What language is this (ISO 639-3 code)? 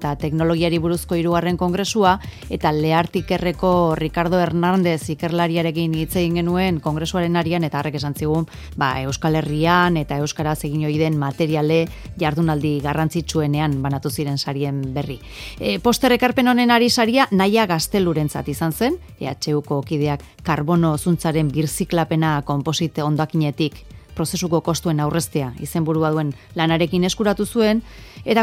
eus